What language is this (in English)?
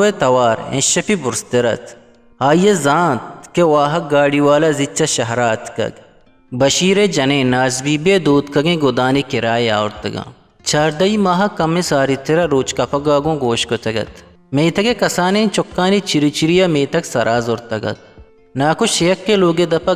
Eastern Balochi